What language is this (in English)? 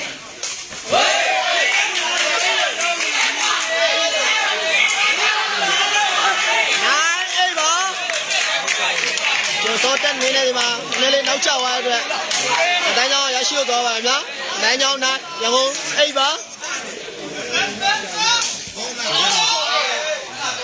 Burmese